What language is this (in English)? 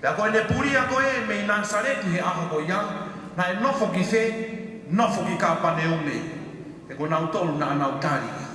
Tongan